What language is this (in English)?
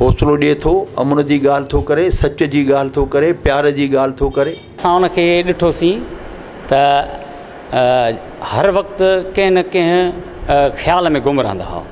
Sindhi